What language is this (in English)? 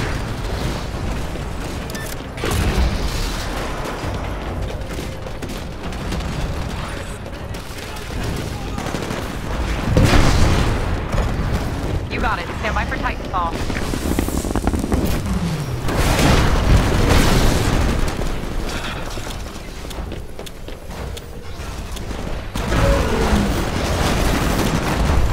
English